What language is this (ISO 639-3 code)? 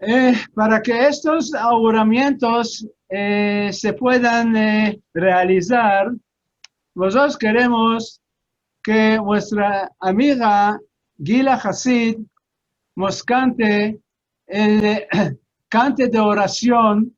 lad